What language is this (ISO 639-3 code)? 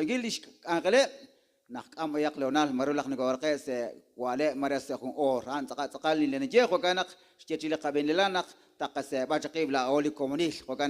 kek